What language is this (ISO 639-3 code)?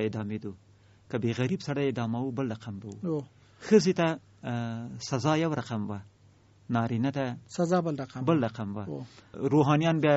pus